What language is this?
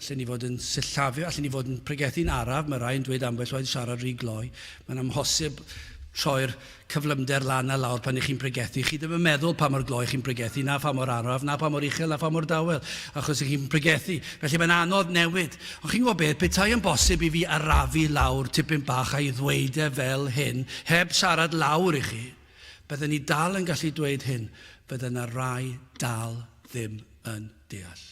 Welsh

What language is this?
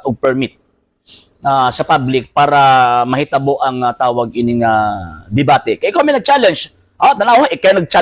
Cebuano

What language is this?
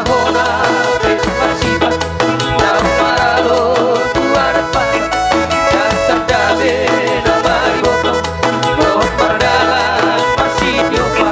Batak Toba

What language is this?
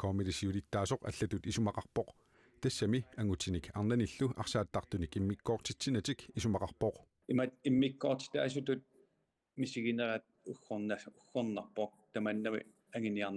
Kalaallisut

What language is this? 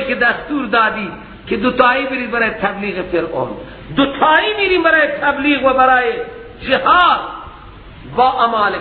Persian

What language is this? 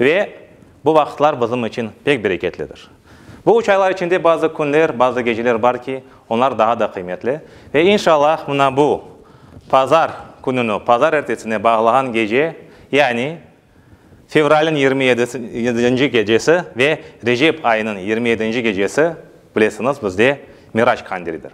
Crimean Tatar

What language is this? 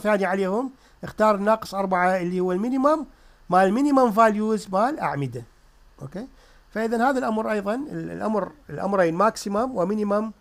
Mesopotamian Arabic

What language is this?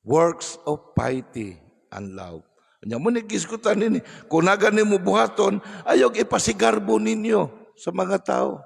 Cebuano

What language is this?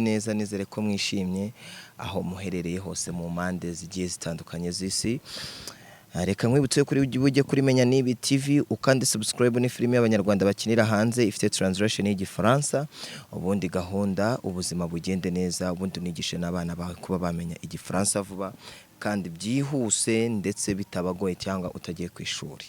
Kinyarwanda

